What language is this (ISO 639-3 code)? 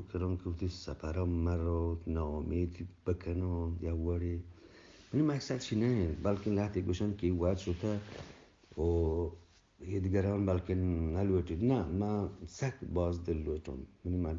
bgp